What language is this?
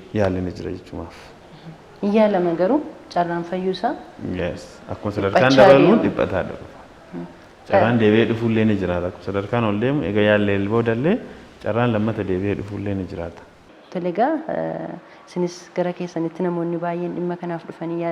Oromo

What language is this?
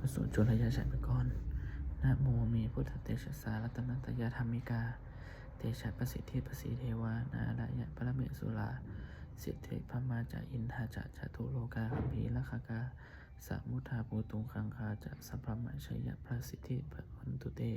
Pali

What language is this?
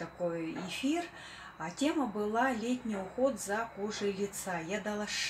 Russian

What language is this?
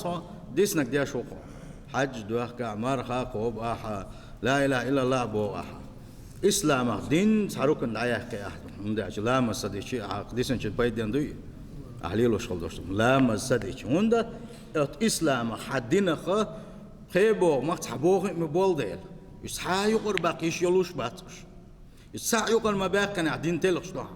Chechen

